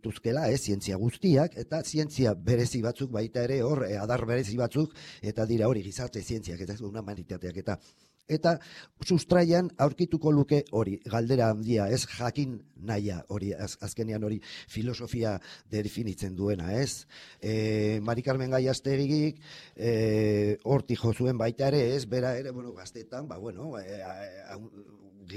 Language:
Basque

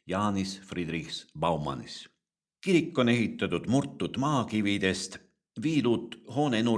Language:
Estonian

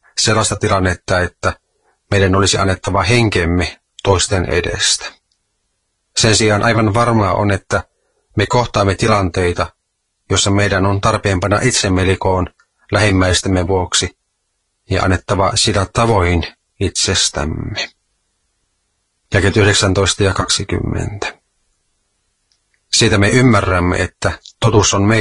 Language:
Finnish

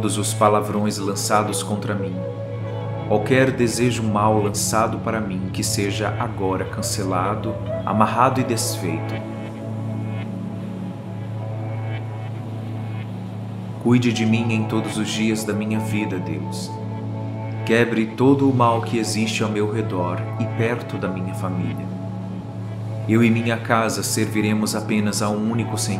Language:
Portuguese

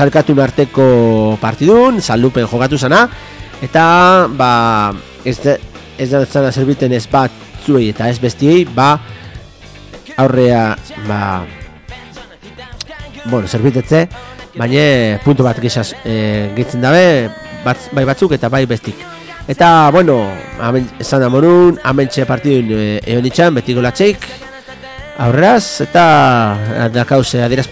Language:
Basque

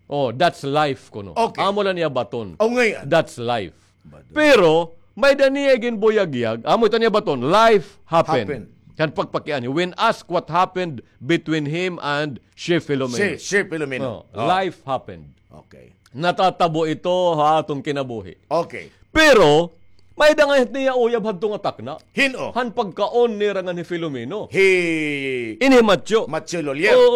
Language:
Waray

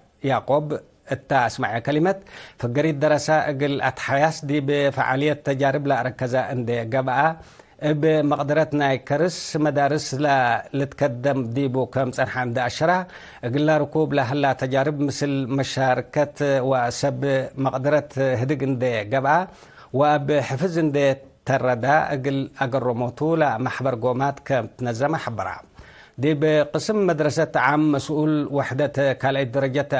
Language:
Tigre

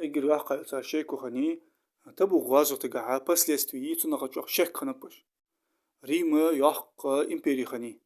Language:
Ingush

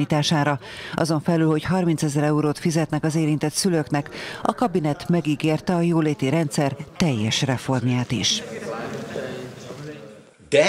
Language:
Hungarian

